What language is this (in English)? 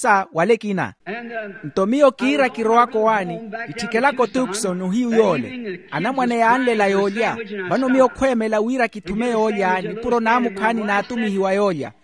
Makhuwa